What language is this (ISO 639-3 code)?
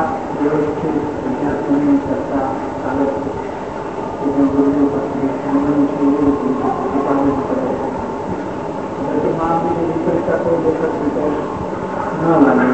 guj